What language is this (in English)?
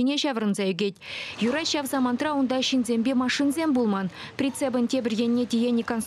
Chuvash